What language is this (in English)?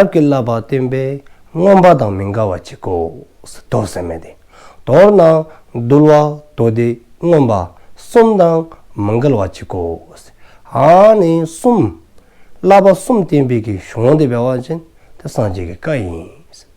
Dzongkha